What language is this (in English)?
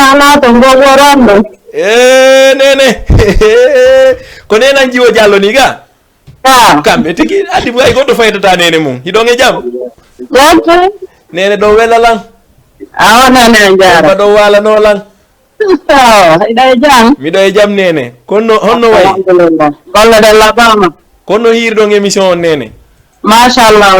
Fula